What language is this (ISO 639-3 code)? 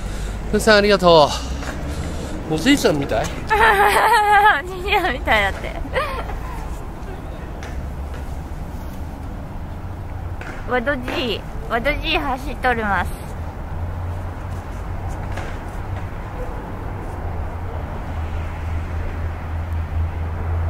jpn